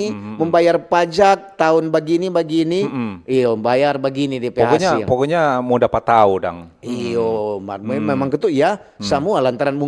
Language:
Manado Malay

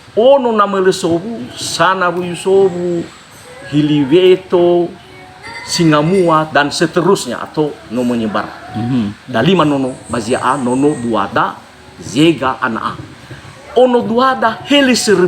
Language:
Nias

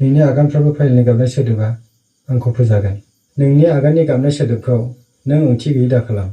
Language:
Bodo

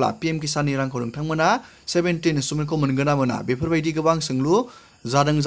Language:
Bodo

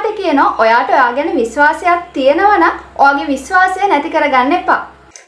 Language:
Sinhala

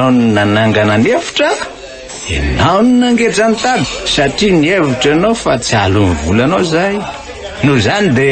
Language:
Malagasy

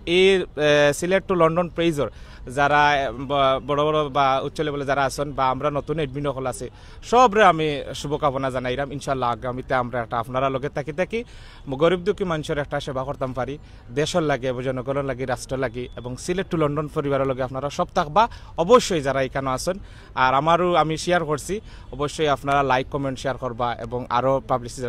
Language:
Sylheti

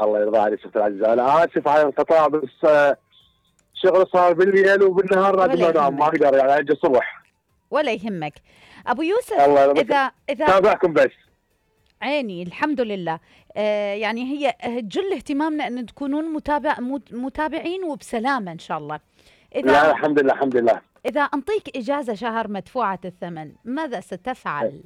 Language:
Mesopotamian Arabic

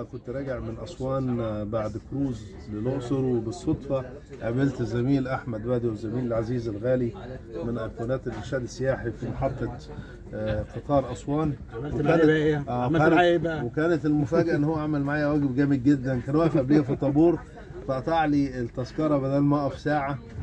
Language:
Egyptian Arabic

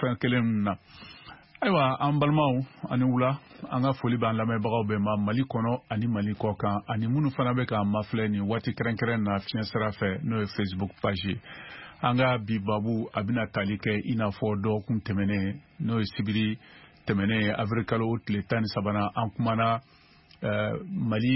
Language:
Bambara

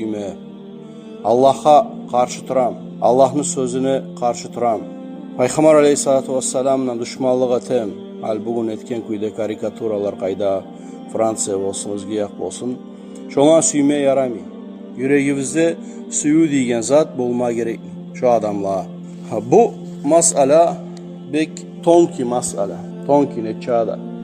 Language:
Kumyk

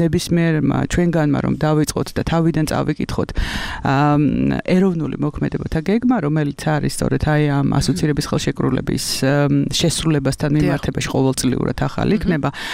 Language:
Georgian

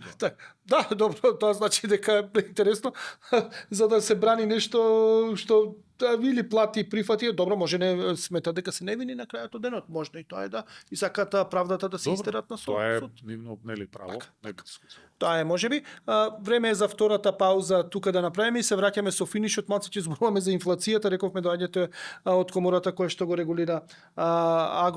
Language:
Macedonian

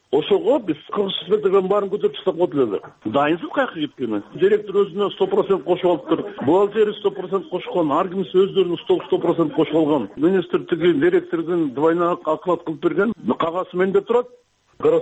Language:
Kyrgyz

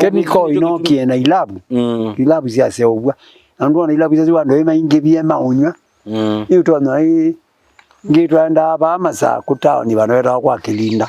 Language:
Kamba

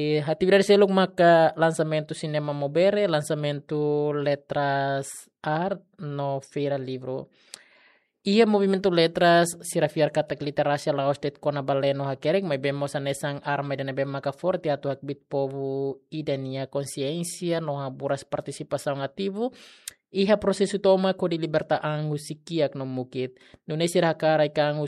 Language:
Tetum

